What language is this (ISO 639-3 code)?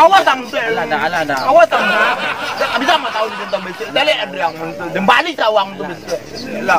min